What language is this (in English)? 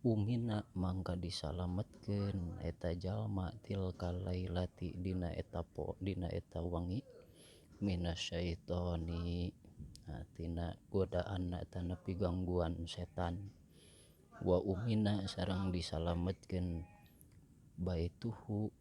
Sundanese